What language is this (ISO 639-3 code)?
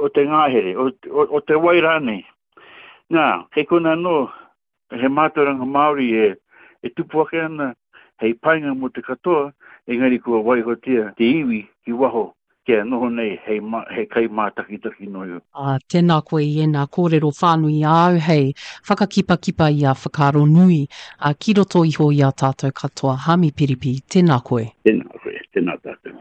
mri